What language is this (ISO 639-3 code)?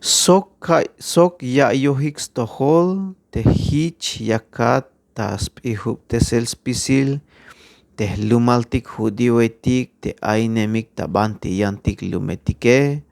tzh